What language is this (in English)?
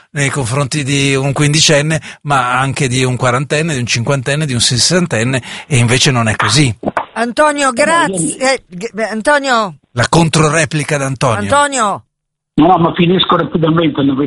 Italian